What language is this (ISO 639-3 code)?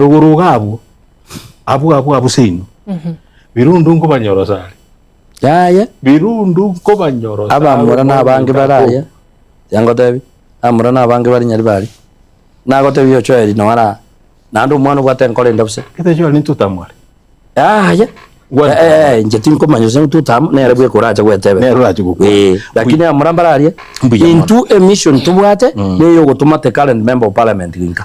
guz